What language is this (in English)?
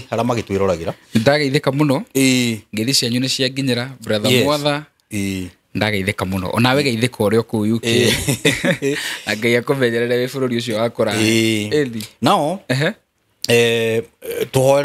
Kikuyu